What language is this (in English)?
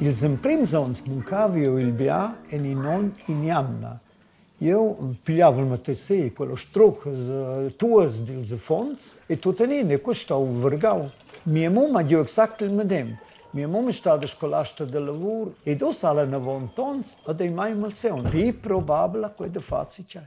Romansh